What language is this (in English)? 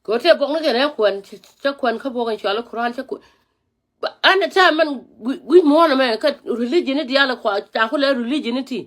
Nuer